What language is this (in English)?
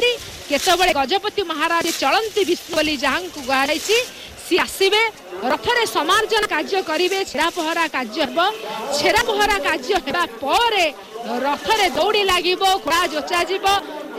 Odia